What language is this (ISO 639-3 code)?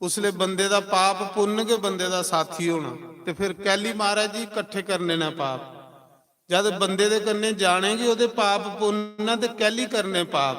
doi